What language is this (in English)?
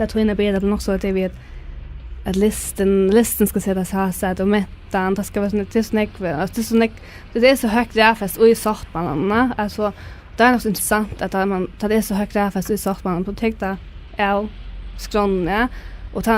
Faroese